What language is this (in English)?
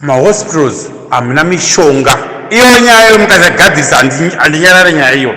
Shona